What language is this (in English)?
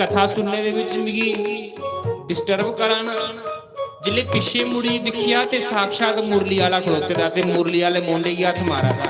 Dogri